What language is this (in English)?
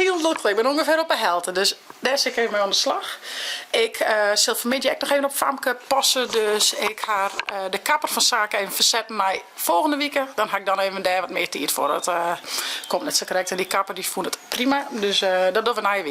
Western Frisian